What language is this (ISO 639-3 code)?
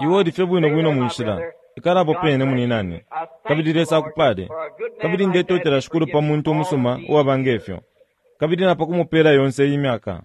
bem